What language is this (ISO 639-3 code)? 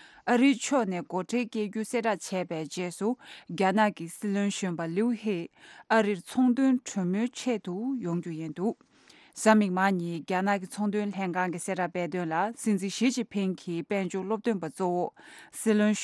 bod